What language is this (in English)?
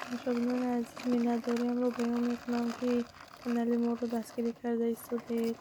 Tajik